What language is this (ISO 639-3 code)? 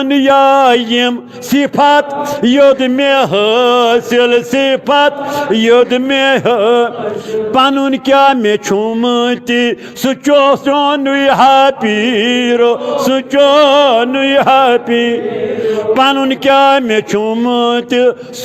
kas